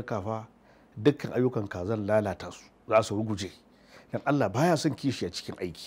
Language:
Hausa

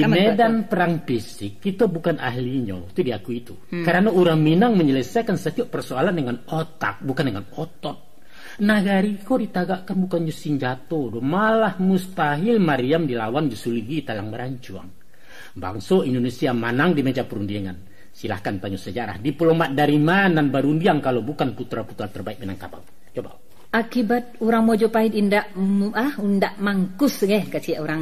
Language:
Minangkabau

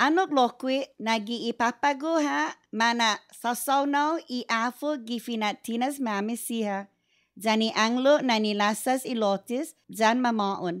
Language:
Chamorro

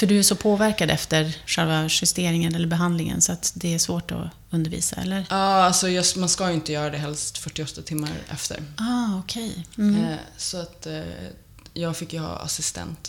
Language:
Swedish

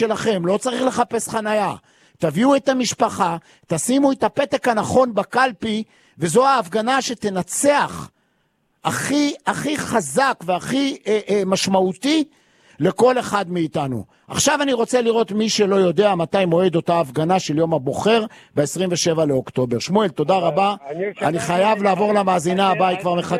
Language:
Hebrew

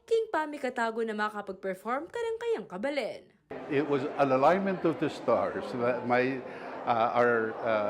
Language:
Pampanga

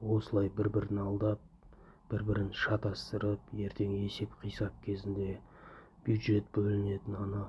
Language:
Kazakh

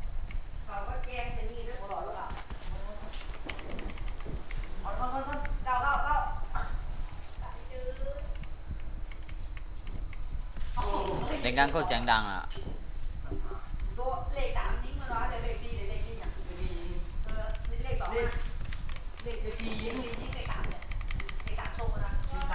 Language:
Thai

